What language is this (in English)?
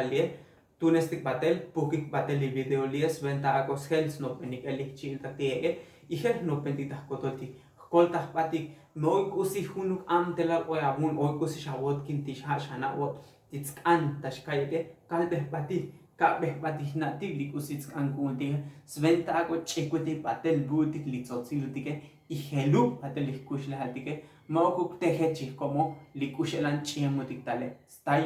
Tzotzil